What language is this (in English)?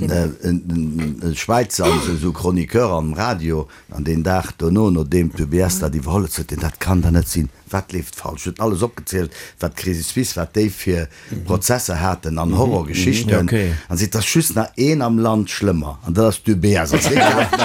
Luxembourgish